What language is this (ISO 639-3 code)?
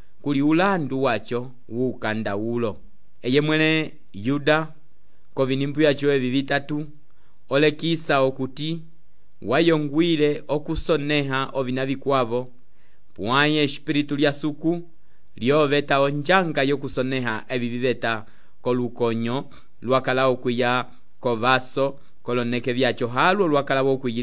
umb